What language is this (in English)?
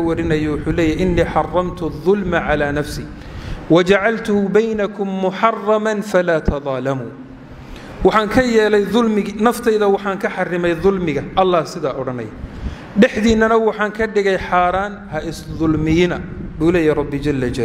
Somali